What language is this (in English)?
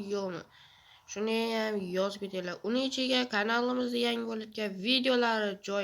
Uzbek